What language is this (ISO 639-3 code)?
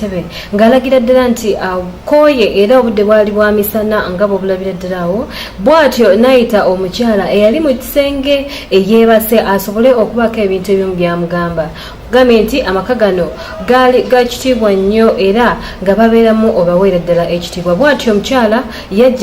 lug